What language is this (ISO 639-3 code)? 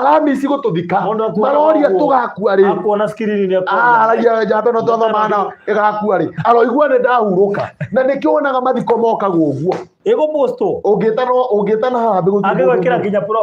kik